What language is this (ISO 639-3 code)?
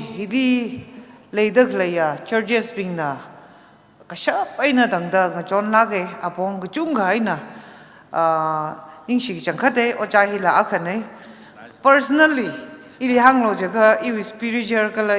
nmf